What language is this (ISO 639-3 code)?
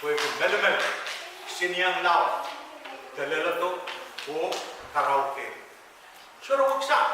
pon